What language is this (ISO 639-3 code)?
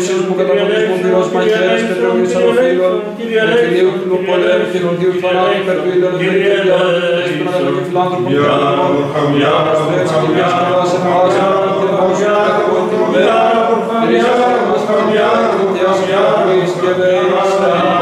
ell